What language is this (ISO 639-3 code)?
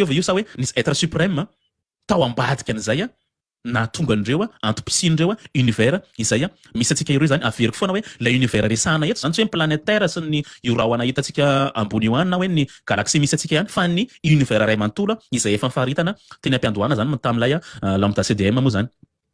mlg